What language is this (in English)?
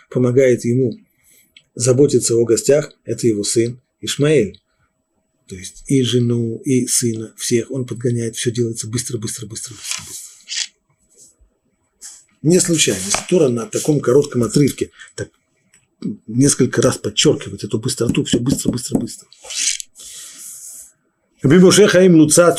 Russian